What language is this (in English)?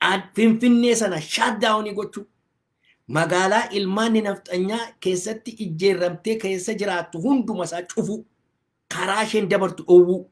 Oromo